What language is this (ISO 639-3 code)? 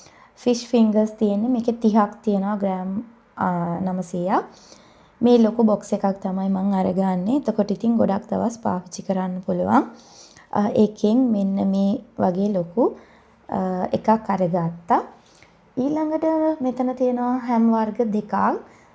sin